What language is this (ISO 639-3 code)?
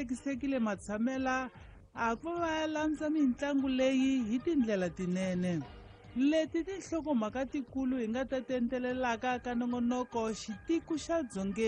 tso